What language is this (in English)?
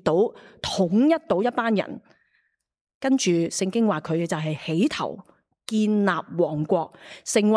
Cantonese